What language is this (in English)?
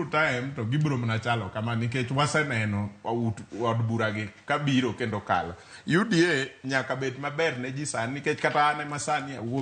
Luo (Kenya and Tanzania)